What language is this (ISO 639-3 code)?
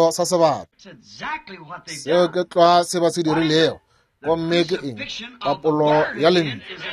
nso